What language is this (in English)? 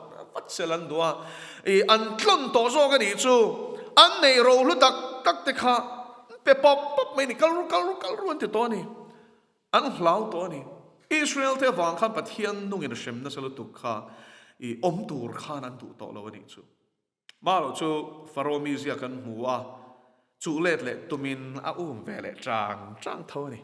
Mizo